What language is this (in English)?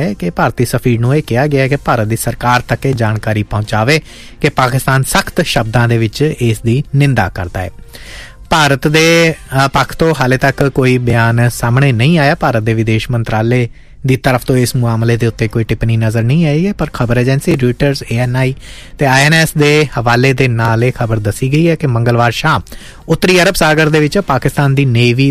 Punjabi